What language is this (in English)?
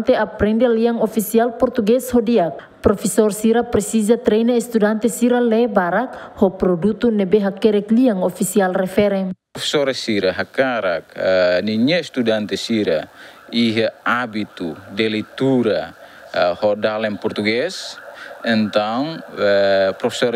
Tetum